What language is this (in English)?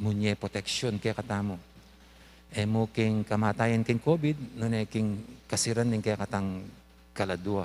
Pampanga